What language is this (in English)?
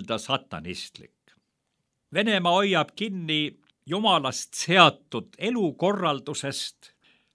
Estonian